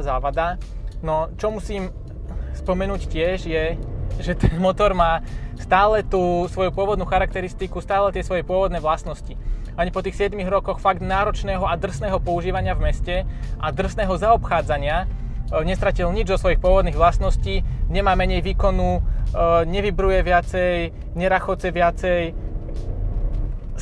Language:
Slovak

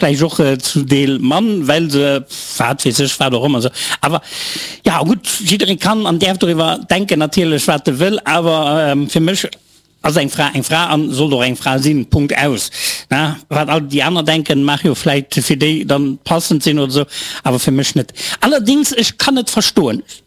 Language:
Luxembourgish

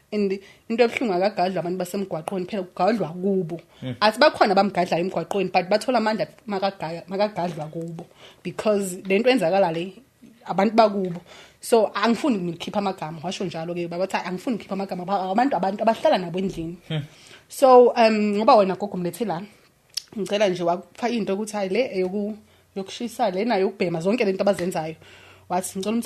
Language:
Zulu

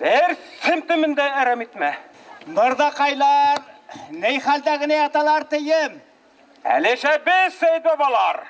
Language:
Bashkir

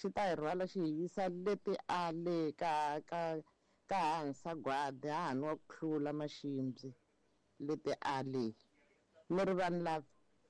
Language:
Tsonga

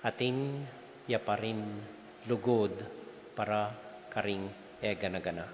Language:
Pampanga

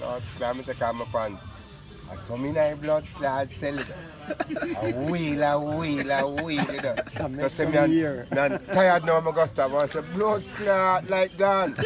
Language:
Jamaican Creole English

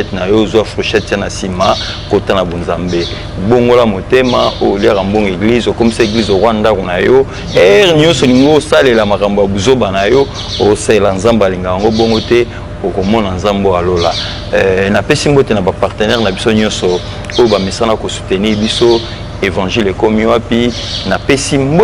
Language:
Lingala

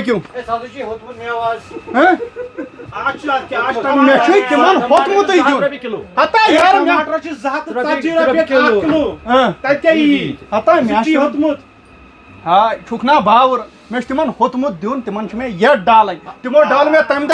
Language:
Kashmiri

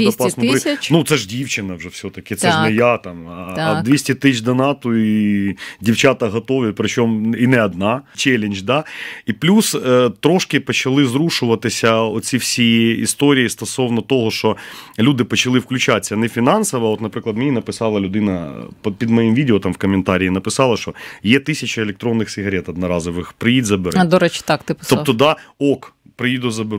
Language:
Ukrainian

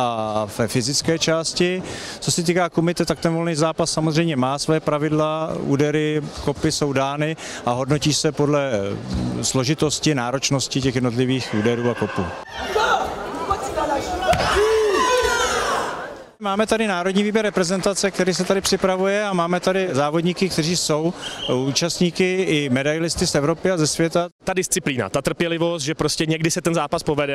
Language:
Czech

